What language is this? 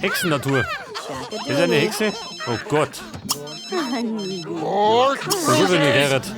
Bavarian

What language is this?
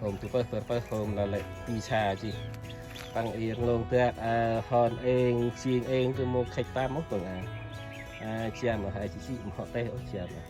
Central Mnong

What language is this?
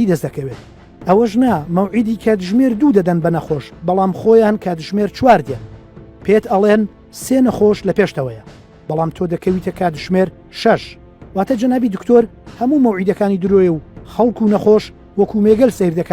Central Kurdish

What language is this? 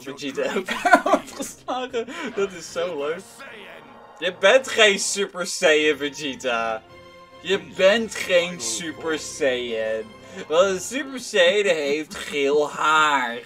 Dutch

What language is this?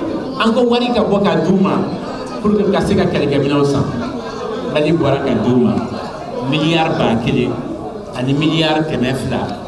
Bambara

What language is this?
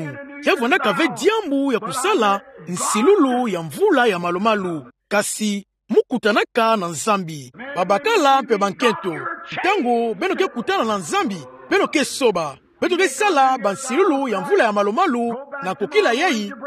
Kituba (Democratic Republic of Congo)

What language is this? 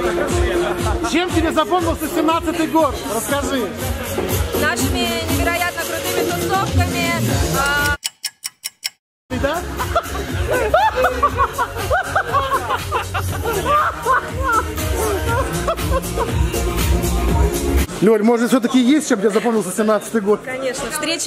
Russian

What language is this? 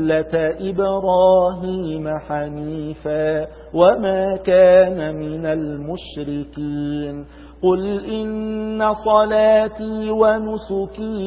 Arabic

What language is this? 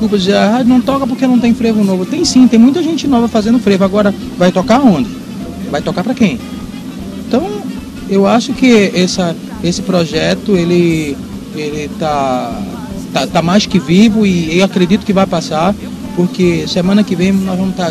Portuguese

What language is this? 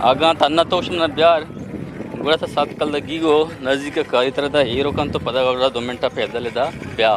Eastern Balochi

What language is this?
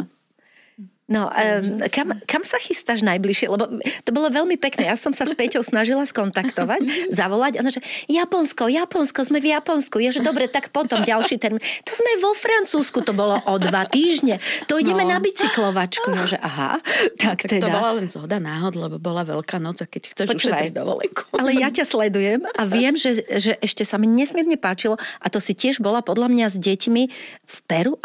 Slovak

